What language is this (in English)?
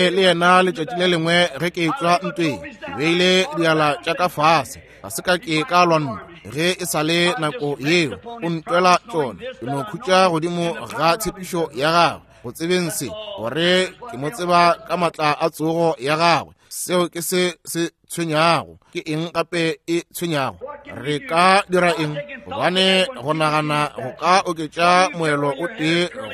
Northern Sotho